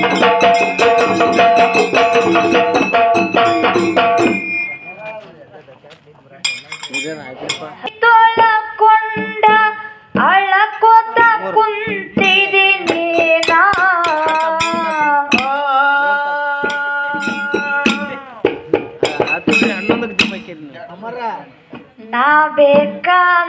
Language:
Kannada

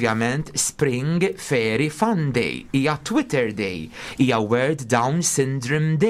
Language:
Maltese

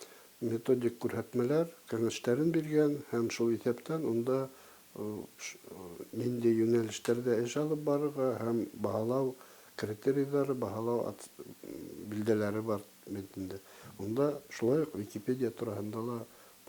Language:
Bashkir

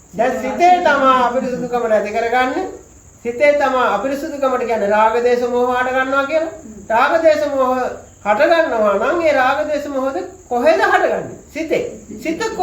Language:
Sinhala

